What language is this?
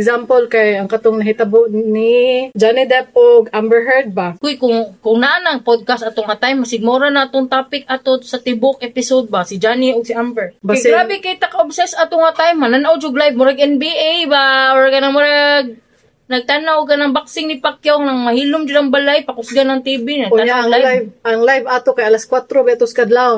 Cebuano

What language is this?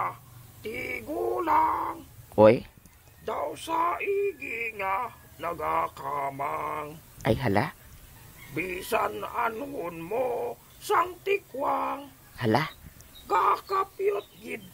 Hiligaynon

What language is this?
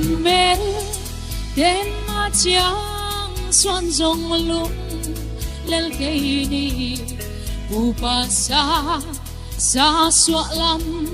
Tedim Chin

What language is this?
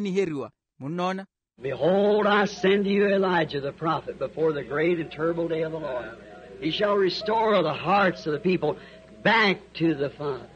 Makhuwa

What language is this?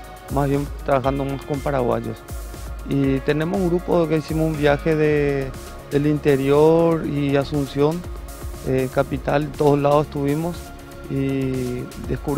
Spanish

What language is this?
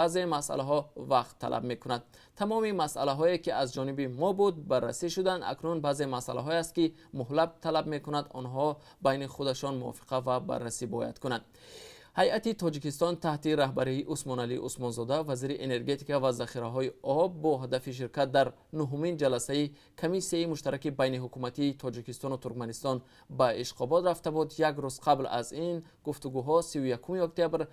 Tajik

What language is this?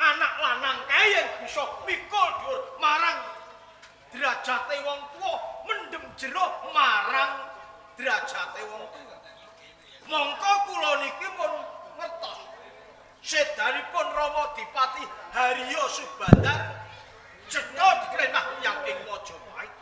Javanese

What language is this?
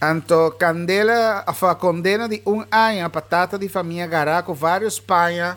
Papiamento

